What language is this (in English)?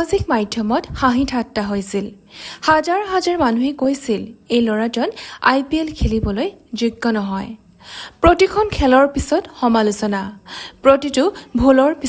Assamese